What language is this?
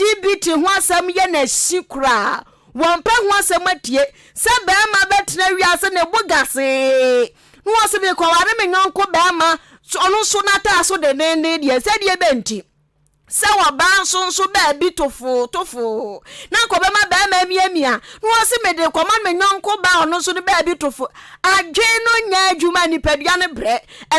Akan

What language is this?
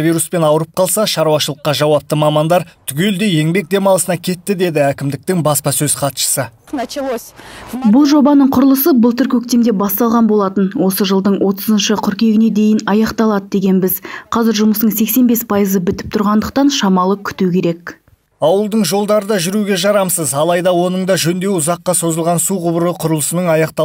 Kazakh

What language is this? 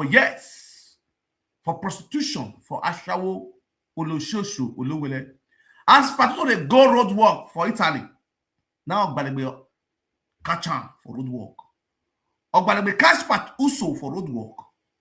Nigerian Pidgin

